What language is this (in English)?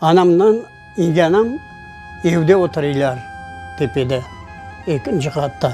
Crimean Tatar